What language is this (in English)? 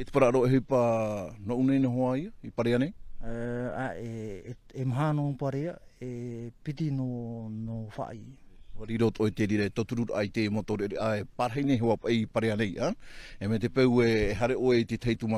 Tahitian